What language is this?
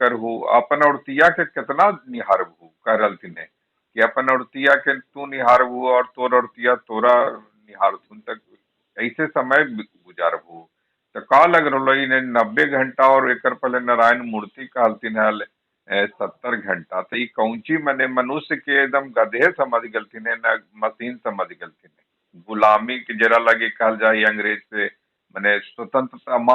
Magahi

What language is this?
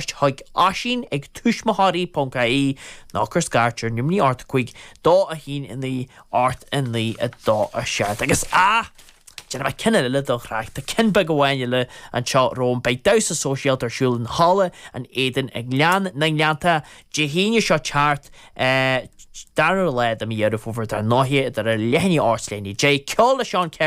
Irish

